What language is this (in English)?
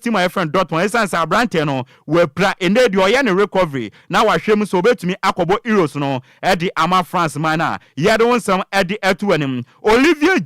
Akan